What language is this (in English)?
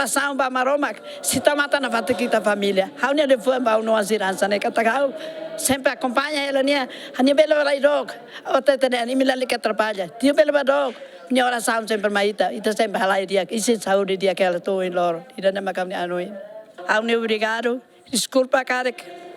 Tetum